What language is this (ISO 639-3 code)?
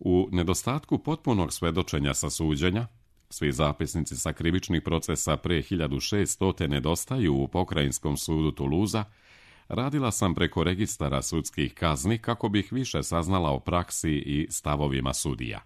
srp